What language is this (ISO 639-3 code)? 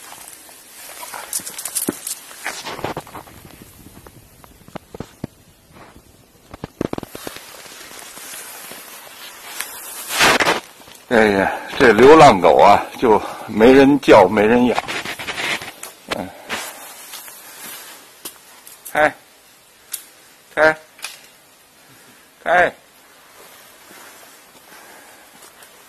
zho